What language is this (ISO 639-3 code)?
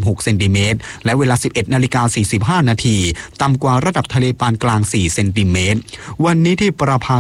tha